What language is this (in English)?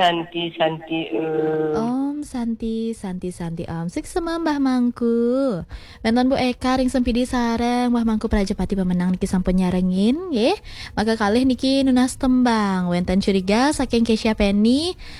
Balinese